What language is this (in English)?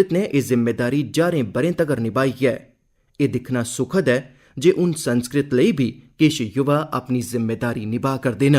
Dogri